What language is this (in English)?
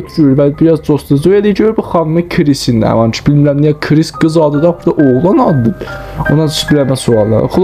South Azerbaijani